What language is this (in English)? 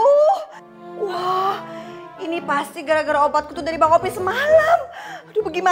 Betawi